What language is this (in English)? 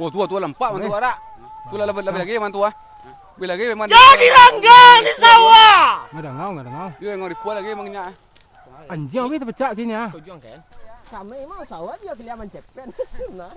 Minangkabau